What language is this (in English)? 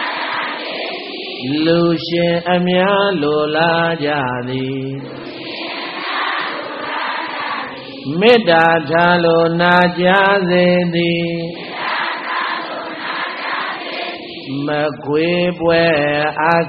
Burmese